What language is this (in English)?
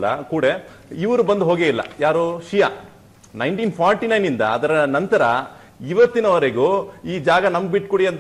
Kannada